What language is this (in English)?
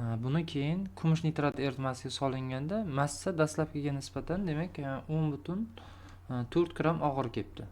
Uzbek